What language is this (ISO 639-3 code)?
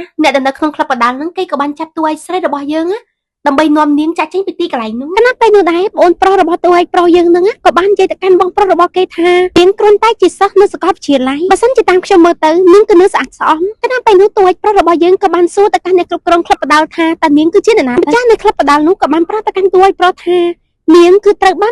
khm